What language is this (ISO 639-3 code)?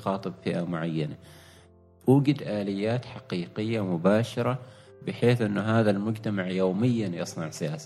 afb